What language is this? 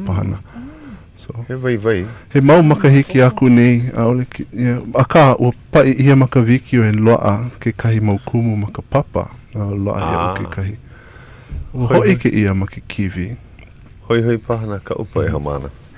Hawaiian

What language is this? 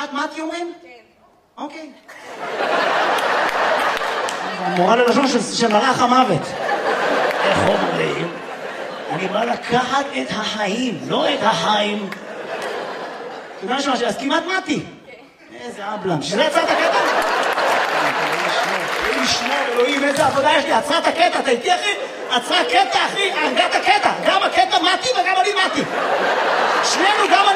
Hebrew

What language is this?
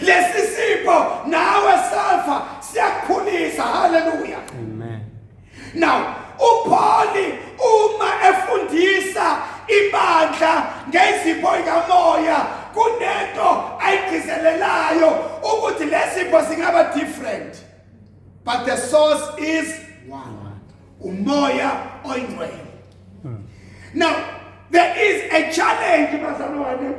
Zulu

